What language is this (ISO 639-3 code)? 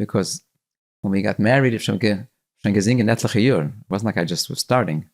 yid